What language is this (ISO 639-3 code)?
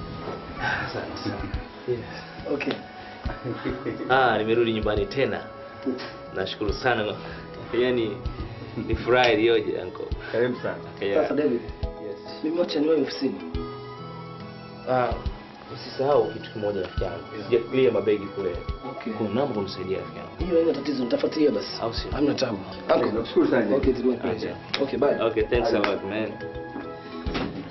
swa